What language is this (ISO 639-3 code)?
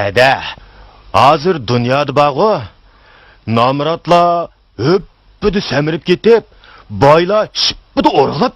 uig